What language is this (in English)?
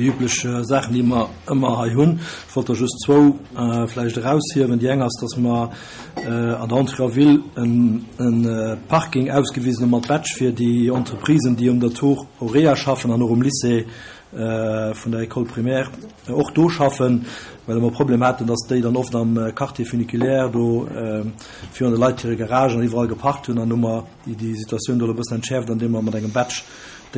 Luxembourgish